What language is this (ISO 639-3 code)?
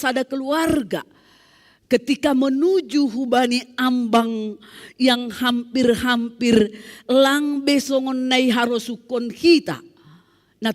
bts